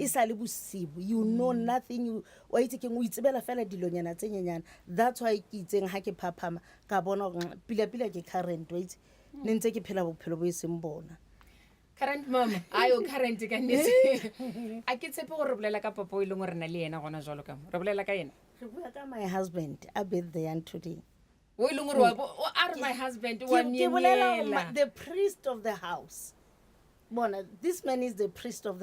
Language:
Northern Sotho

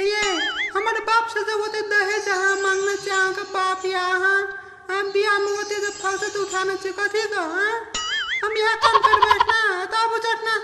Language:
Maithili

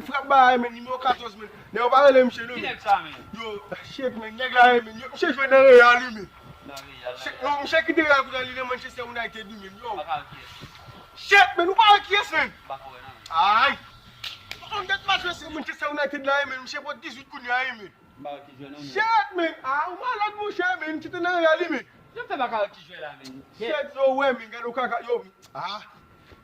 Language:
Haitian Creole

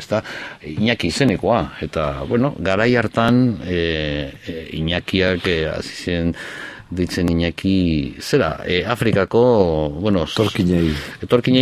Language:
Basque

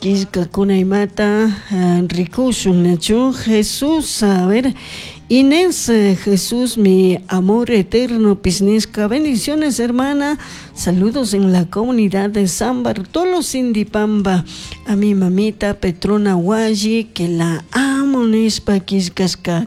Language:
Chimborazo Highland Quichua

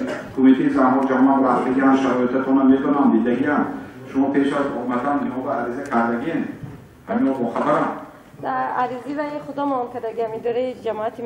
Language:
Tajik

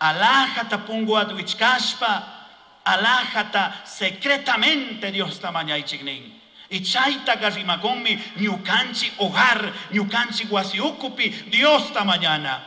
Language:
Chimborazo Highland Quichua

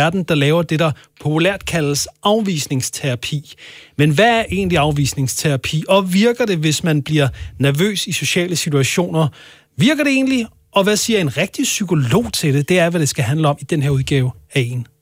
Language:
Danish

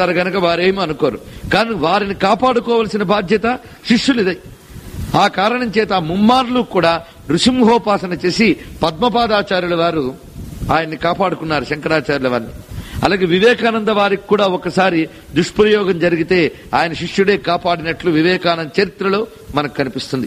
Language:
Telugu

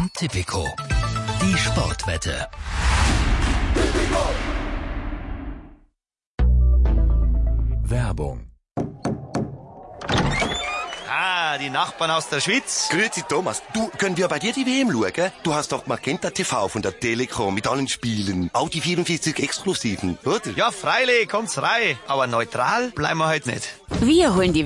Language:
German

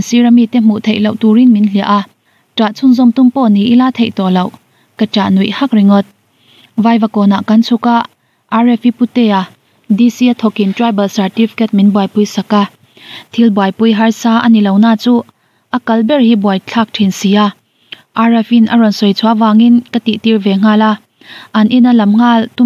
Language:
Mizo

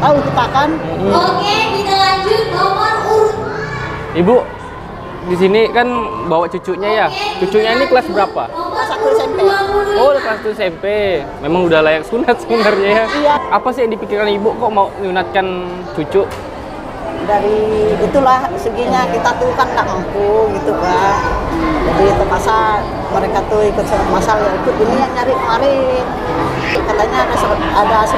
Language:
Indonesian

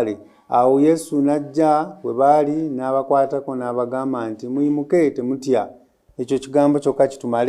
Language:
Ganda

